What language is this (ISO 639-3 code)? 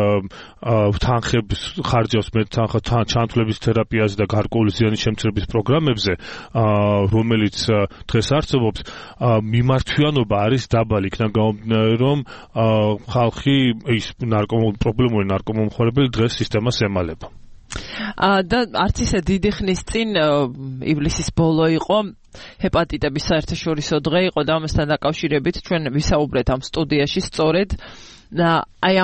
kat